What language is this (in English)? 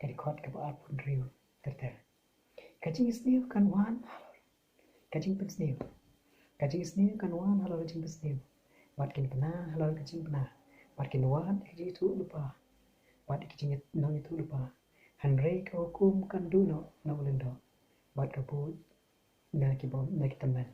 Khasi